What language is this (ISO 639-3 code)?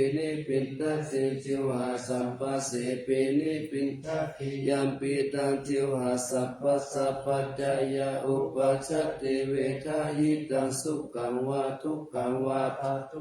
pli